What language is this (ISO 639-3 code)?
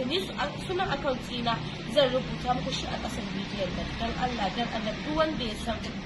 hau